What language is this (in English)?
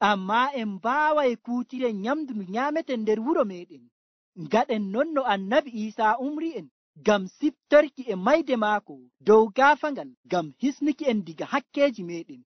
Nigerian Fulfulde